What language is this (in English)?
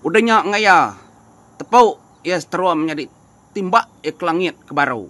Iban